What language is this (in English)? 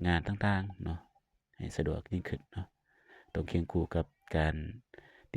Lao